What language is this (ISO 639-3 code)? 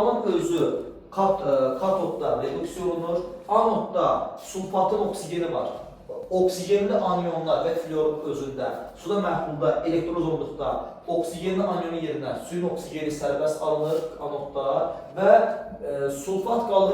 aze